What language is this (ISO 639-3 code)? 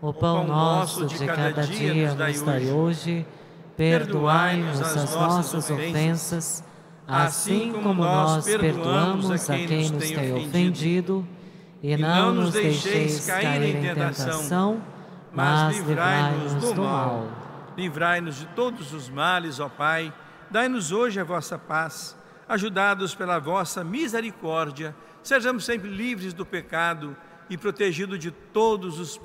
por